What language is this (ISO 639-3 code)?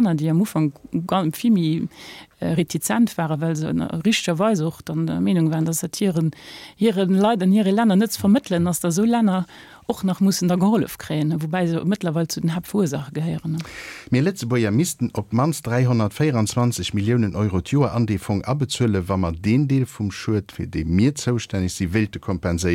ltz